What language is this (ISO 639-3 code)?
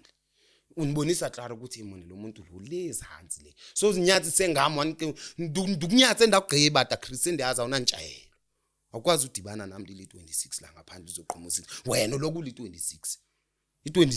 zul